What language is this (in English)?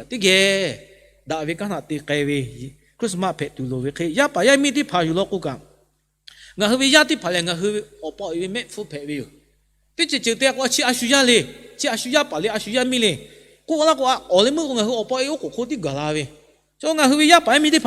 Lahu